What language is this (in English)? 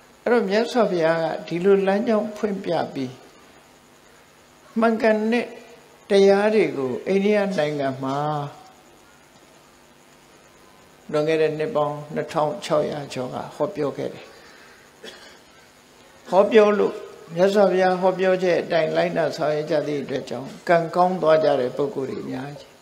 Burmese